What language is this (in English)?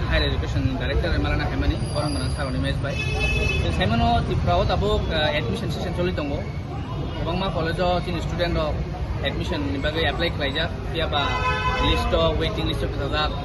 Kok Borok